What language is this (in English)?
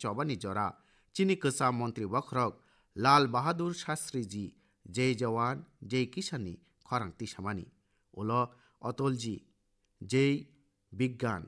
Kok Borok